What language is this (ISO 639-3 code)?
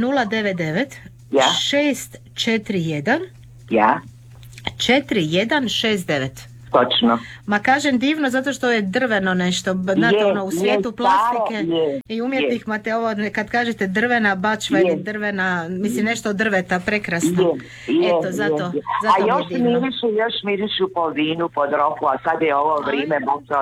hrv